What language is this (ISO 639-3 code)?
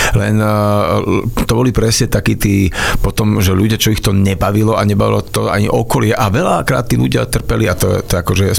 slk